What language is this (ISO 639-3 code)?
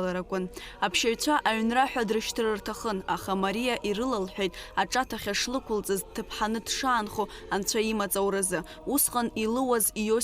abk